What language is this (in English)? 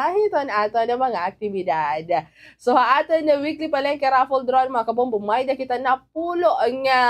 Waray